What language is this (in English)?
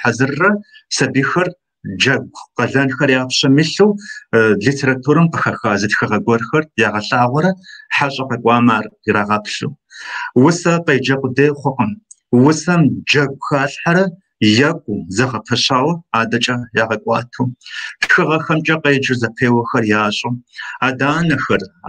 Kabardian